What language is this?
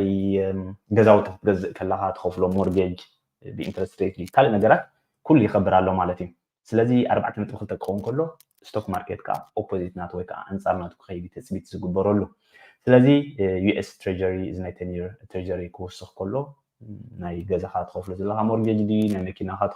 Tigrinya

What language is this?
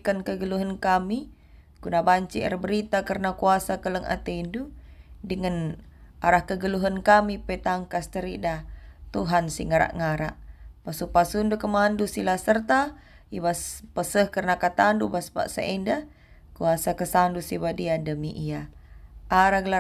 Batak Karo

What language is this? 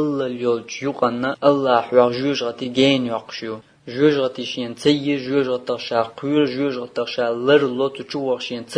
Chechen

